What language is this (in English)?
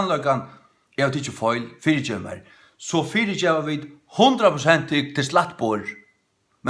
Faroese